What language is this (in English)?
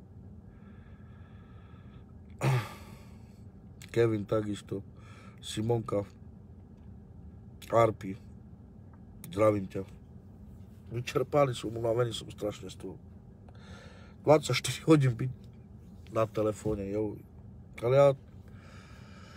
Slovak